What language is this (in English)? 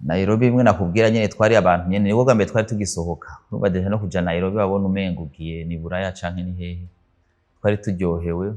Rundi